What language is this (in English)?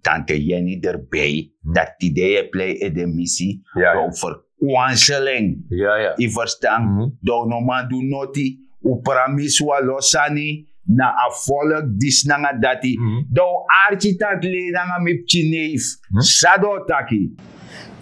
Sranan Tongo